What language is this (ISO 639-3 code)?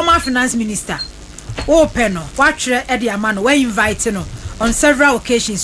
aka